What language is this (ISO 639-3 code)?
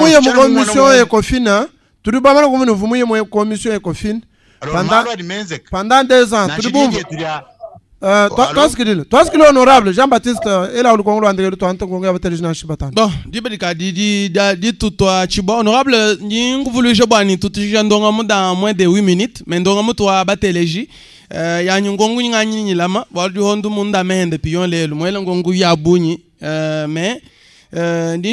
lua